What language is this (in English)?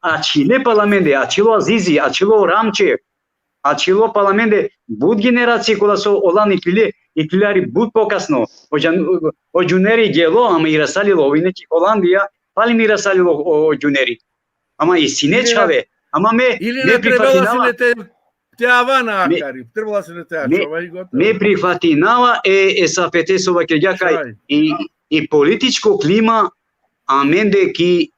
Balkan Romani